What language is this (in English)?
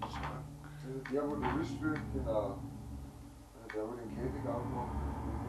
Bavarian